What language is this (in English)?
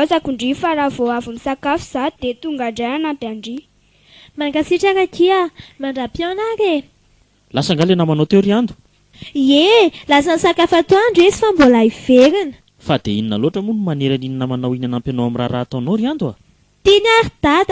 Malagasy